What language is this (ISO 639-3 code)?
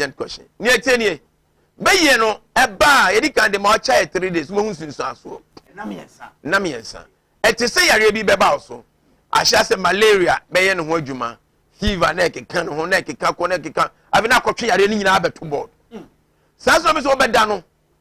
aka